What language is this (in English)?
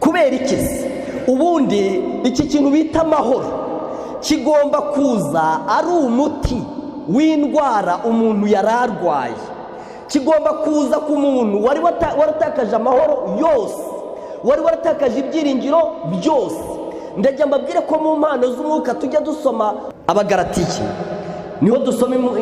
Kinyarwanda